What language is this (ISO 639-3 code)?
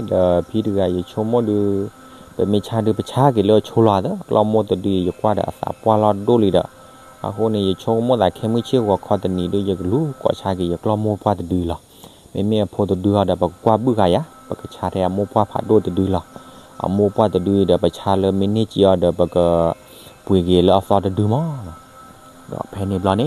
ksw